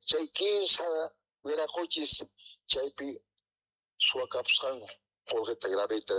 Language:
South Bolivian Quechua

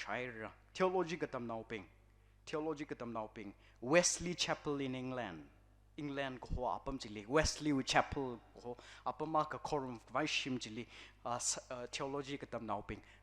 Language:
Tangkhul Naga (India)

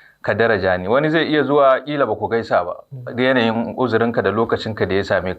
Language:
Hausa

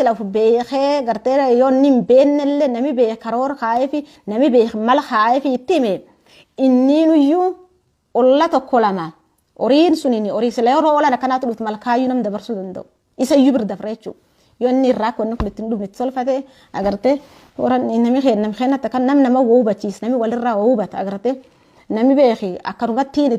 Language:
Oromo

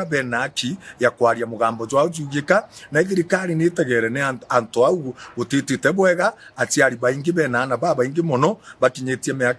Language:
Meru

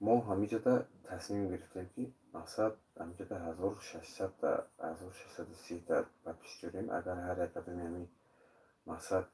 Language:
Tajik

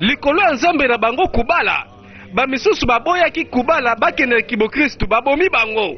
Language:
Lingala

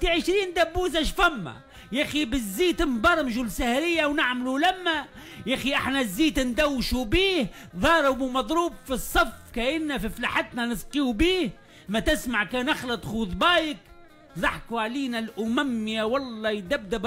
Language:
Tunisian Arabic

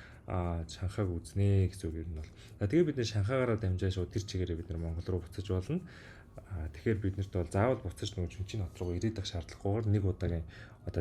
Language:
Mongolian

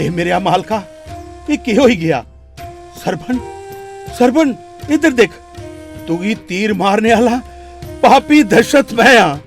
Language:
Dogri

